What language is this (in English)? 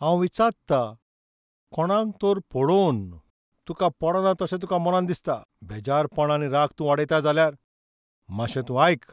Konkani